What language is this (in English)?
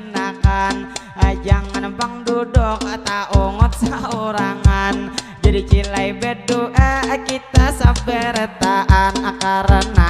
Banjar